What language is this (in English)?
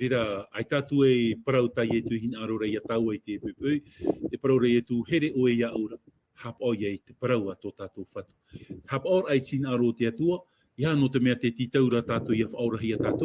Tahitian